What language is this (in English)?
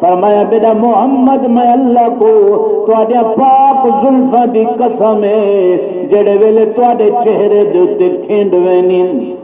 Saraiki